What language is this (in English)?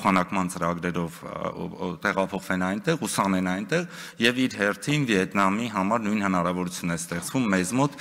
Armenian